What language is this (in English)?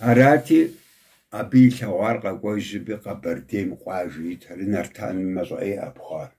Kabardian